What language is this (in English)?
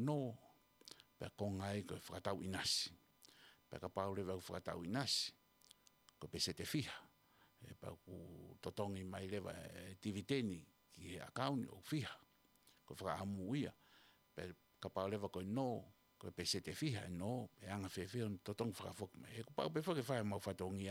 Tongan